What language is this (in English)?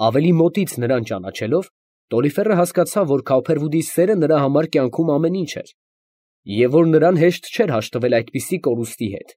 Armenian